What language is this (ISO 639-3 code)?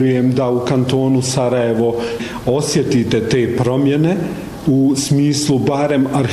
bos